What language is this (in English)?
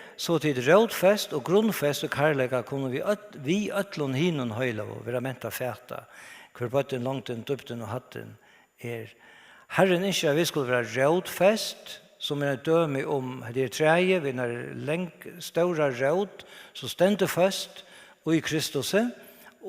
Faroese